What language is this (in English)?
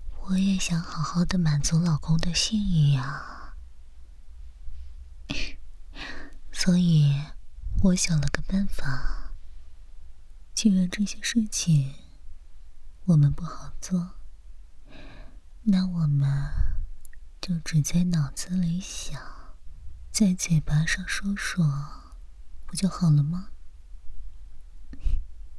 Chinese